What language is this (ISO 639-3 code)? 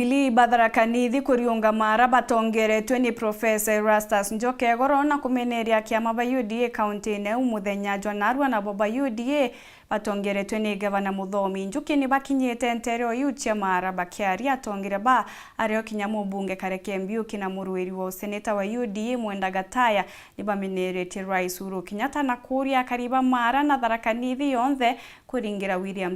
mer